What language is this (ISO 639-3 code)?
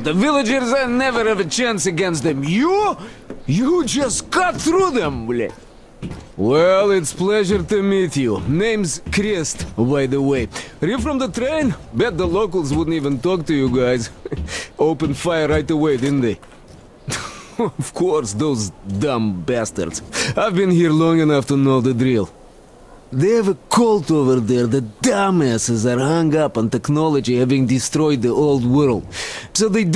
eng